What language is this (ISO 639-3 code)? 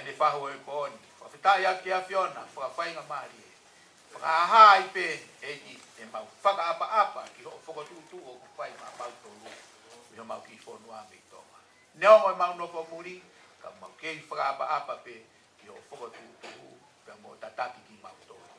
ton